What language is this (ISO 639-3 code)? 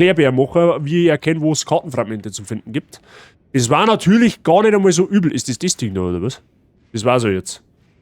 bar